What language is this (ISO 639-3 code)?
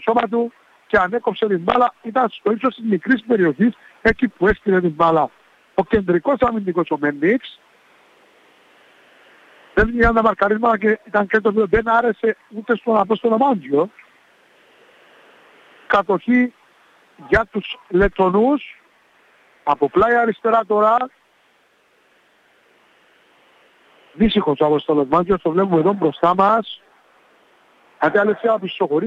ell